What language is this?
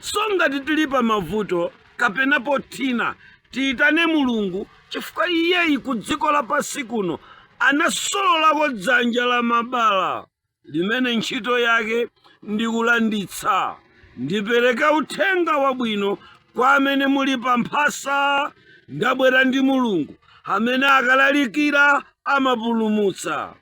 Nyanja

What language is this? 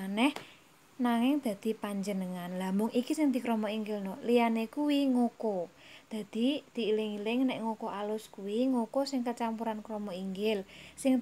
Javanese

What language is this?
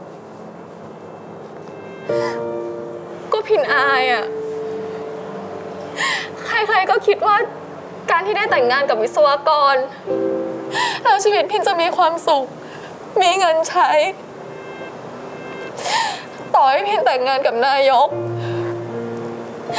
Thai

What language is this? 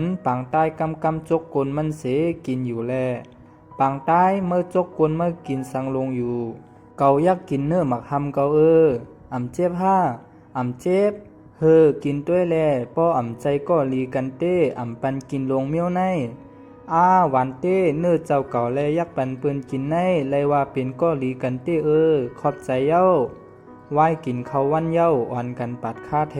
Shan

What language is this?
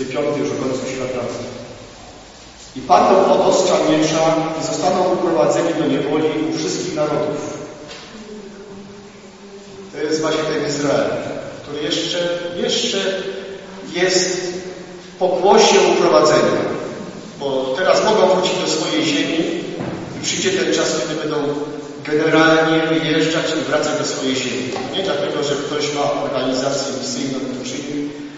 Polish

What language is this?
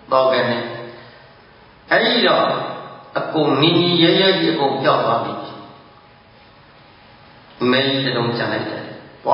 Burmese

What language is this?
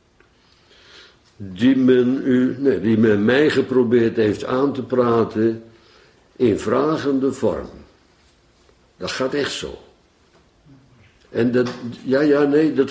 Dutch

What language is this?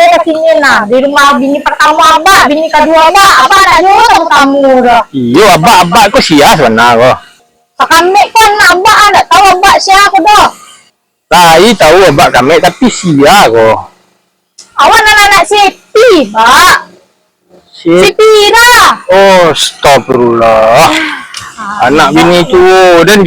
Minangkabau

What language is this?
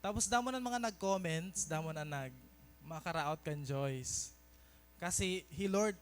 Waray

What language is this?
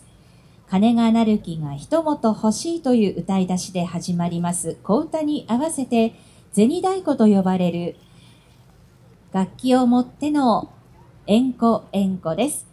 Japanese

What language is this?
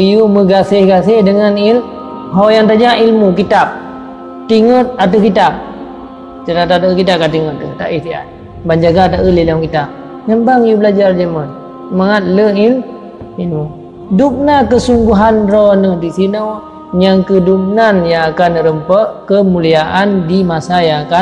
Achinese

